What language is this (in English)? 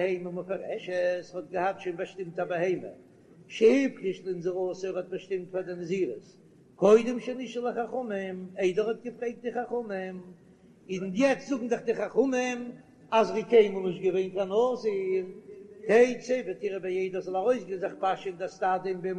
Yiddish